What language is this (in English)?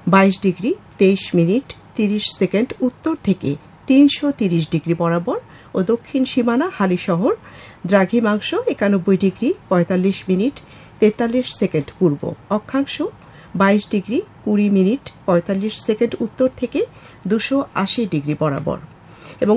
Bangla